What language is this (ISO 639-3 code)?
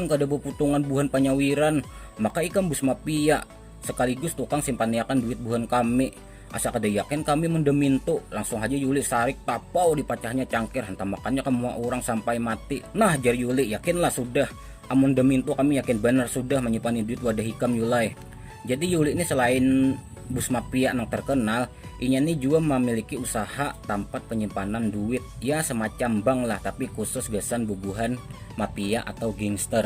bjn